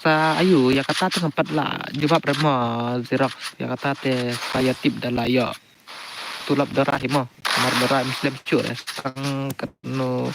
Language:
Khasi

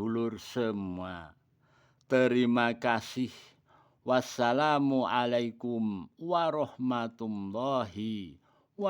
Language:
Javanese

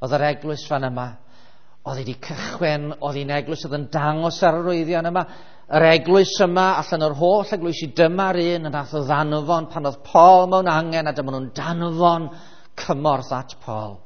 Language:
Welsh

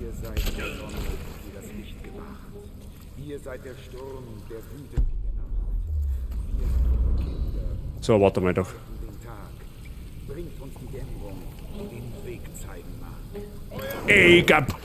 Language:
Bavarian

